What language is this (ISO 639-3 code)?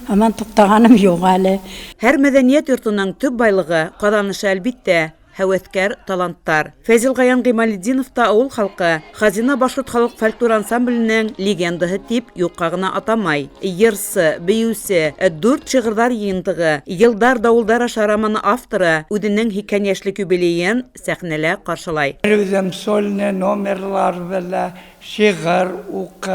bak